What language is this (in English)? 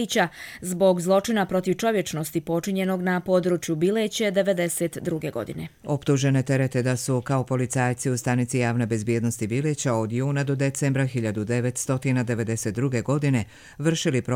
Croatian